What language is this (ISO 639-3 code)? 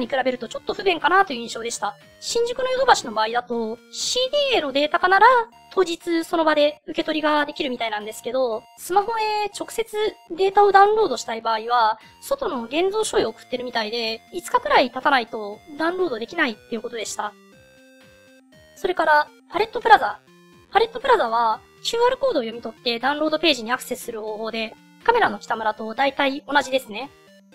jpn